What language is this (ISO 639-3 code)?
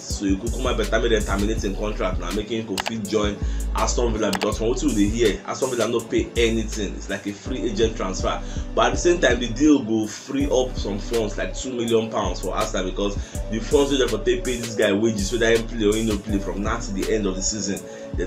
pcm